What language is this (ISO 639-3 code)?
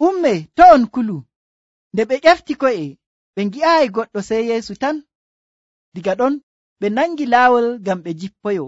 fuv